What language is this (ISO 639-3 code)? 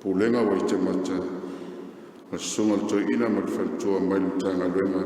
smo